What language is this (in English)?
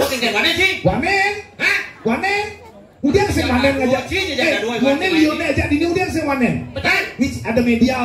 Balinese